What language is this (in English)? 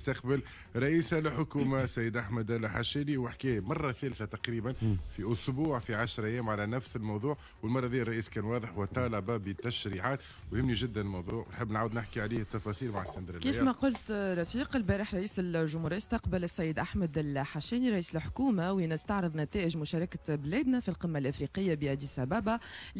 Tunisian Arabic